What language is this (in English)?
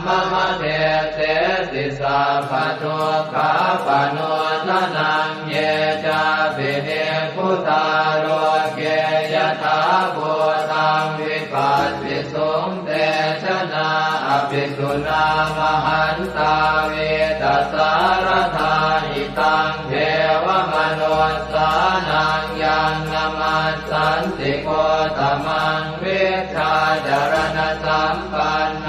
Pali